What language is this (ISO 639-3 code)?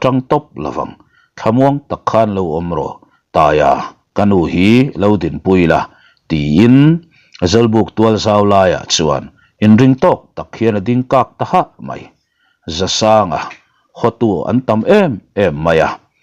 lus